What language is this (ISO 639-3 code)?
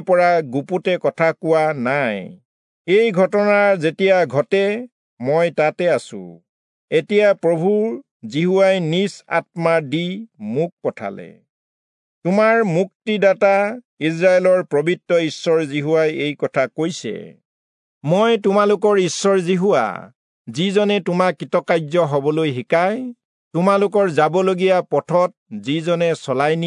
asm